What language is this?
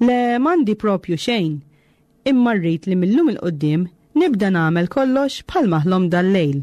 Maltese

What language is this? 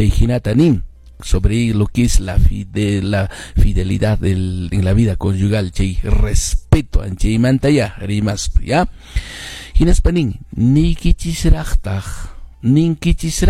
Quechua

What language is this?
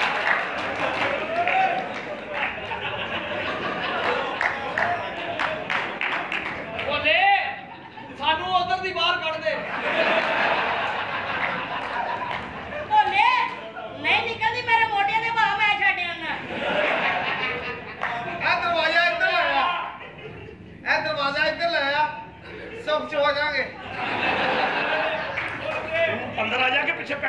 Punjabi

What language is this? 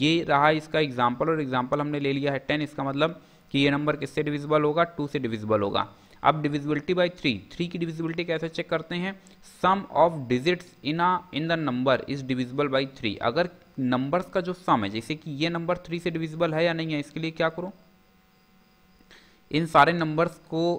Hindi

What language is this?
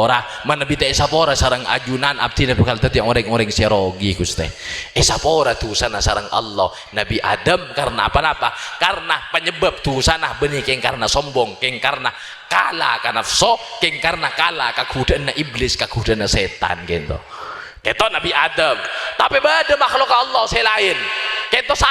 Madurese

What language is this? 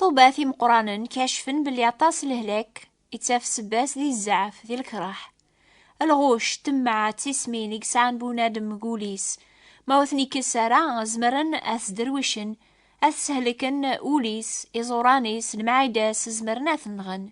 Kabyle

